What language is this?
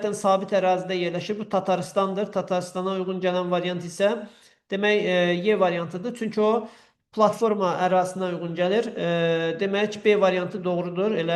Azerbaijani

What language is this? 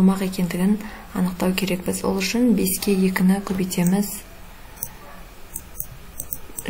Kazakh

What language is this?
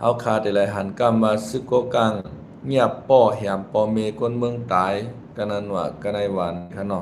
Shan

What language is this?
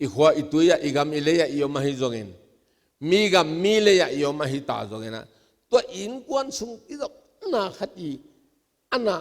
Tedim Chin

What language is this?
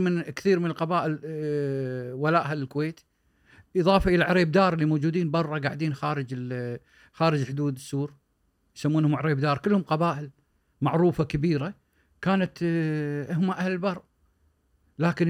Gulf Arabic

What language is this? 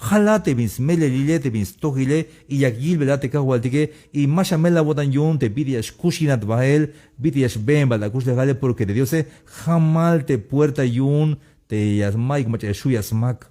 Tzeltal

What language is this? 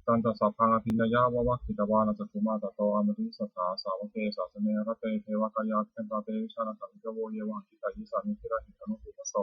Pali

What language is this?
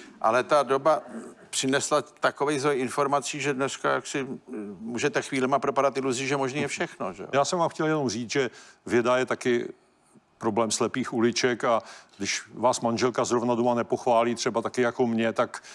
Czech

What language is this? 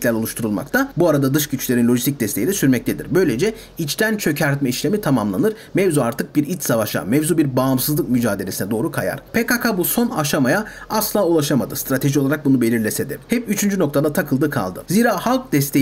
Turkish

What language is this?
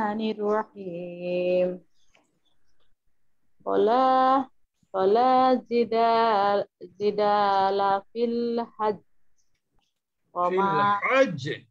Bangla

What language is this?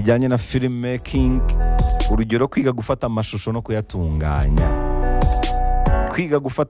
Kinyarwanda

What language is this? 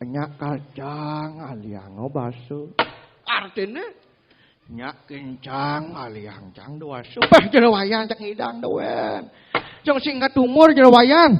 Balinese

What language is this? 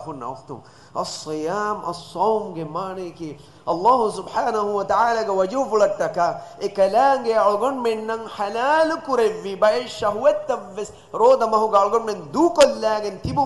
Divehi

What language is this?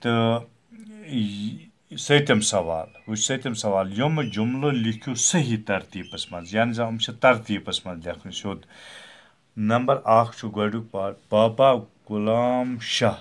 Kashmiri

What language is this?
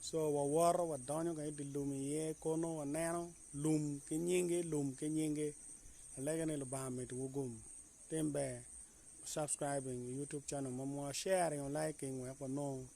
Acoli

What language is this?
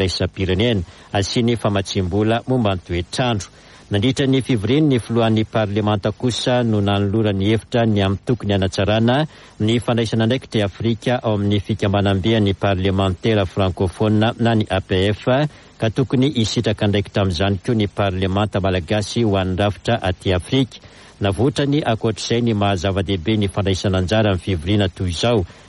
Malagasy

